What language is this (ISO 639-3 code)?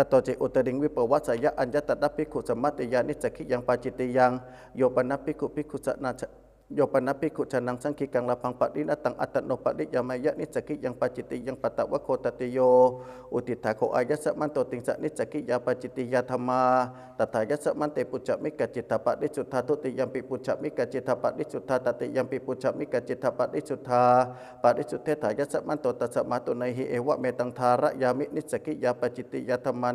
pli